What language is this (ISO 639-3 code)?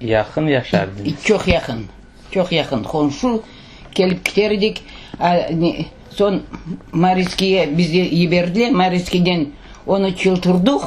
crh